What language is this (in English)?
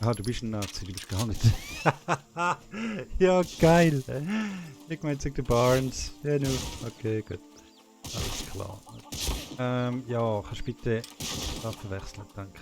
Swiss German